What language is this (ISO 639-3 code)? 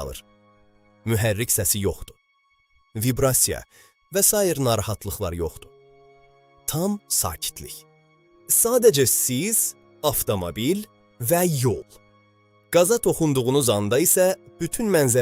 aze